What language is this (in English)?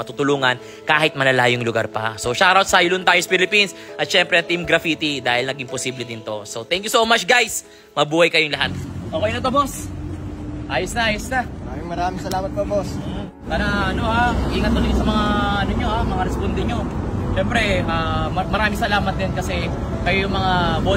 Filipino